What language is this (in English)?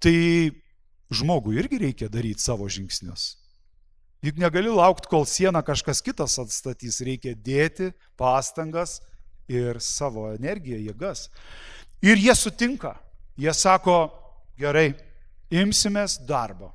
Lithuanian